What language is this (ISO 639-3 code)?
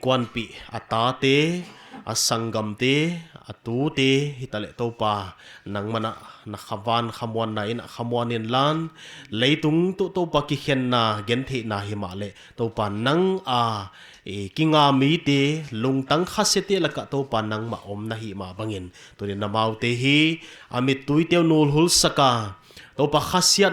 pck